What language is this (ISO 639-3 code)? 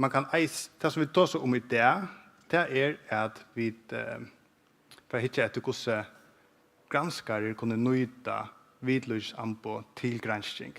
fao